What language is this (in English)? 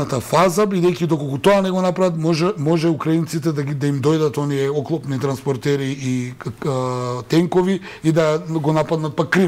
Macedonian